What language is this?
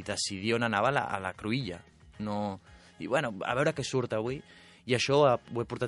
Catalan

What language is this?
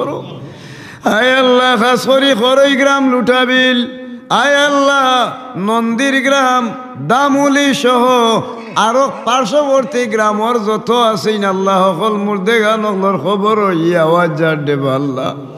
Sylheti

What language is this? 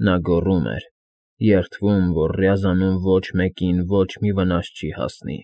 Armenian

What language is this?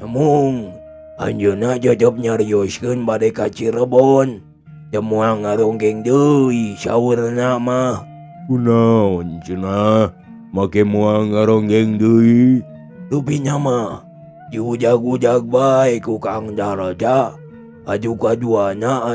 Sundanese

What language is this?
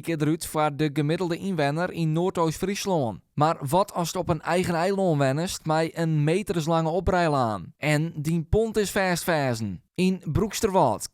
Western Frisian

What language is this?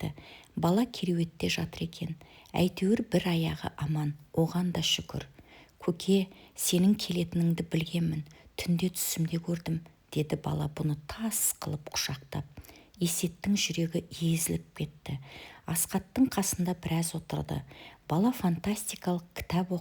Kazakh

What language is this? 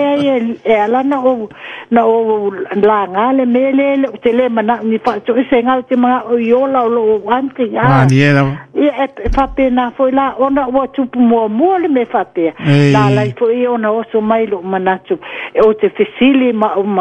Samoan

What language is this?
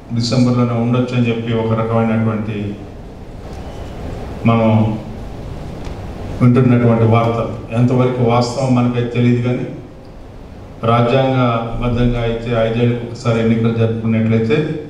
Telugu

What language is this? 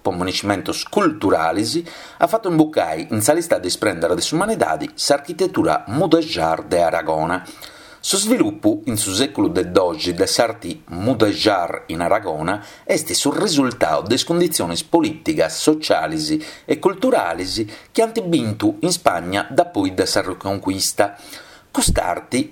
Sardinian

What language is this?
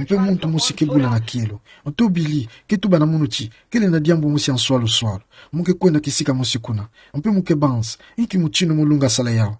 Kituba (Democratic Republic of Congo)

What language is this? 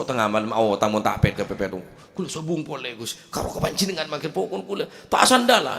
Madurese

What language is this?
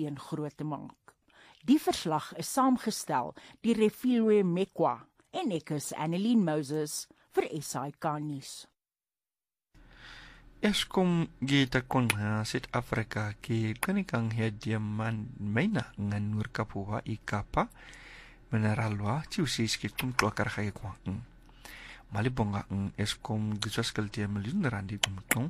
Afrikaans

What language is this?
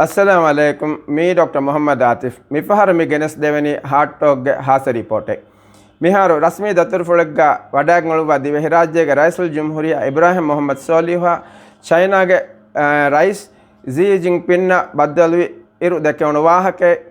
Divehi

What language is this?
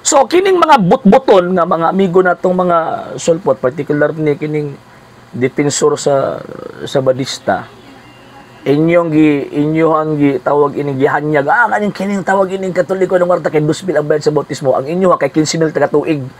Cebuano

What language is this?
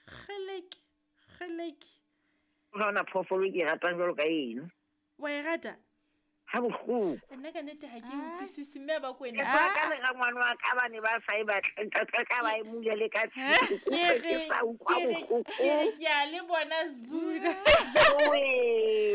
Southern Sotho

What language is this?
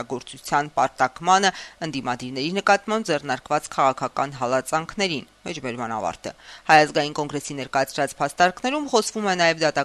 Armenian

